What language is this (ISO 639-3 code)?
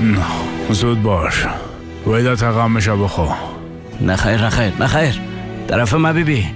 fas